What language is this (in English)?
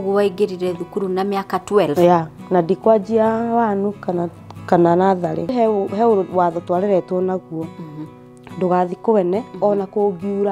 Kikuyu